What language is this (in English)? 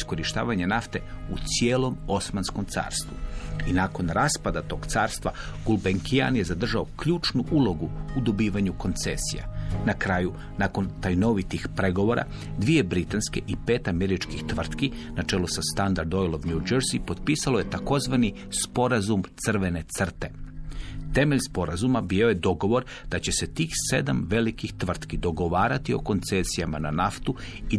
Croatian